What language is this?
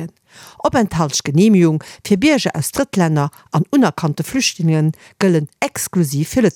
Luxembourgish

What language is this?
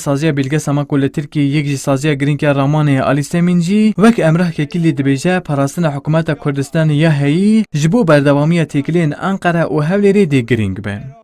Kurdish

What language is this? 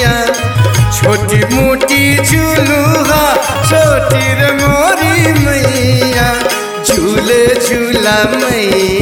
Bhojpuri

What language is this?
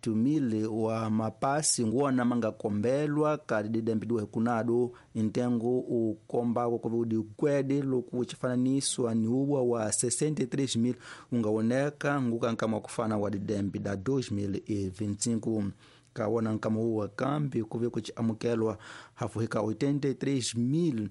Tsonga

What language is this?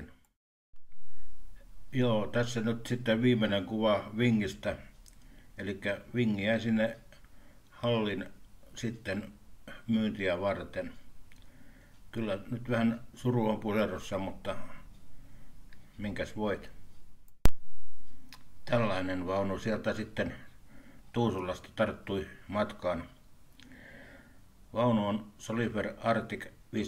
Finnish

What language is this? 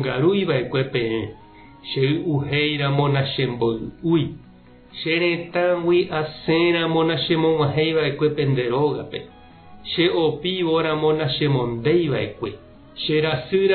Guarani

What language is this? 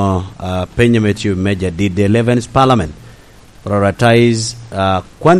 Lango (Uganda)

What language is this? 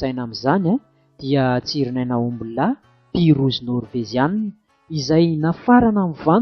Malagasy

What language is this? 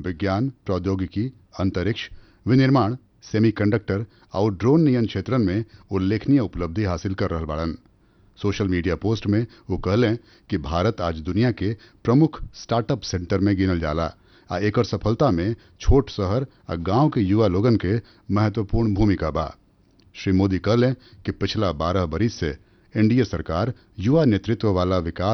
Bhojpuri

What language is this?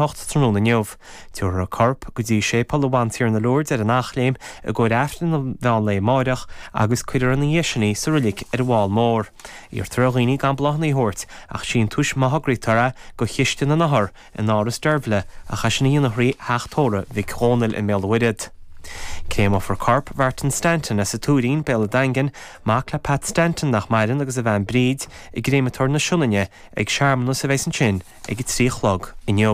Irish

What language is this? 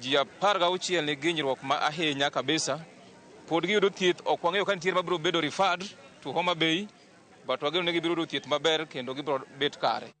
Luo (Kenya and Tanzania)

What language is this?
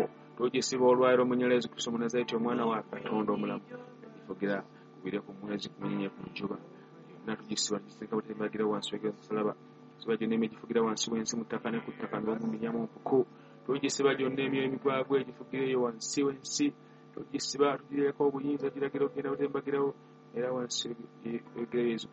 Ganda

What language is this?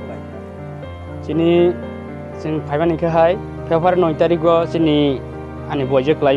Kok Borok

